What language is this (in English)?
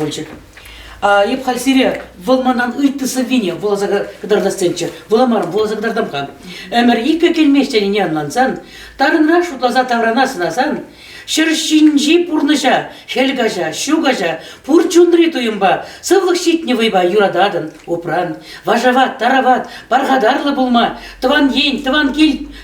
Chuvash